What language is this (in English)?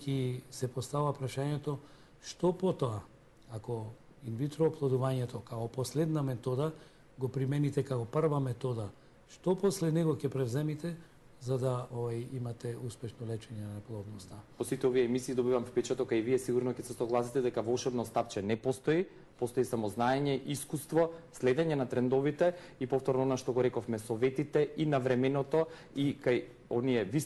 Macedonian